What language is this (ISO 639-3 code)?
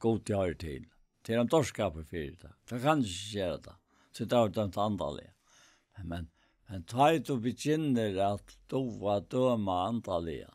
fao